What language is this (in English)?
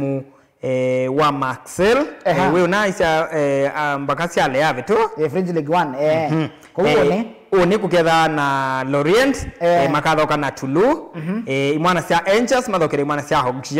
Kamba